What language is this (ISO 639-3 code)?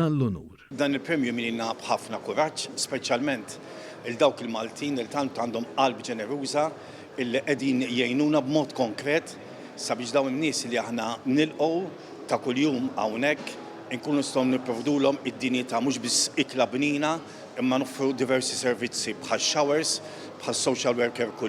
mlt